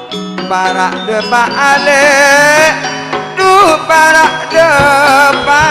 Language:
Madurese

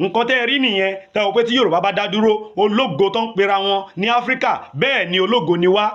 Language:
Yoruba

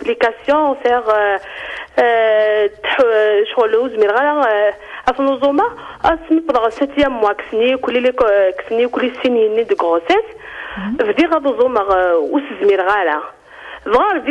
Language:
Kabyle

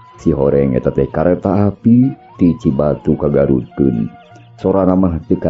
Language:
Sundanese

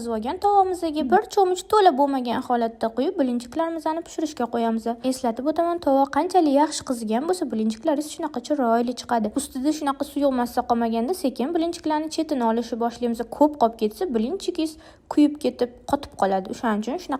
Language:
Uzbek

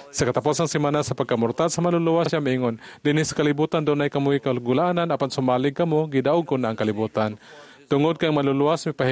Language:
Cebuano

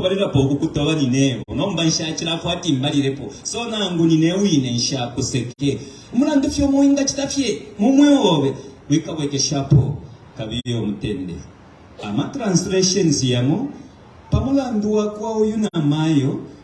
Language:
Bemba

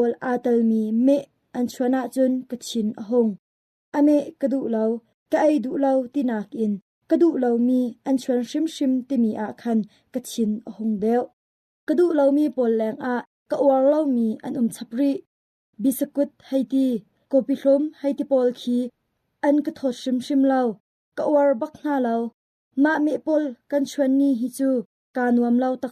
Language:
Hakha Chin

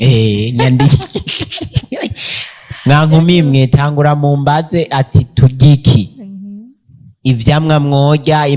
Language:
Rundi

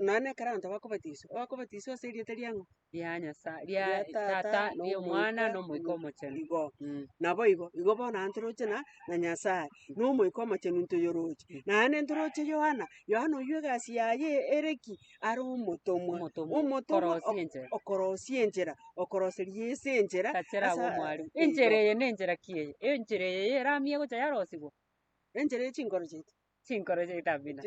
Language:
Gusii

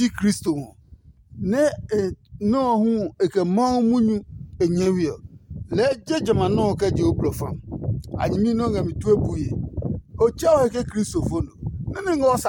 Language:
Adangme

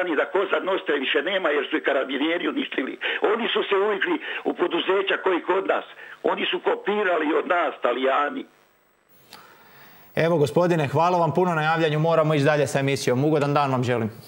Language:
Croatian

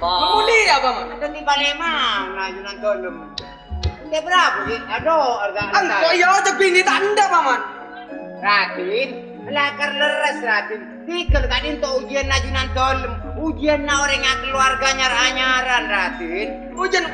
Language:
Madurese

